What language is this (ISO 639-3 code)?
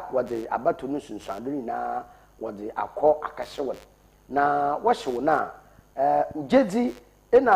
aka